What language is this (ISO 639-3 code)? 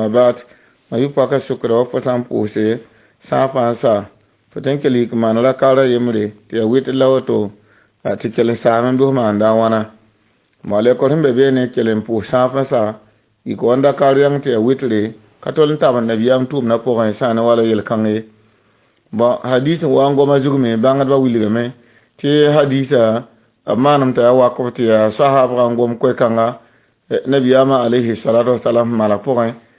mos